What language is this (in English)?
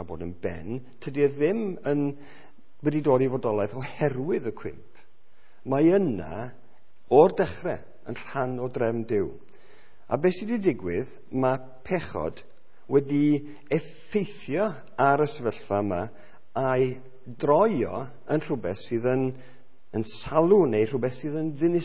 Welsh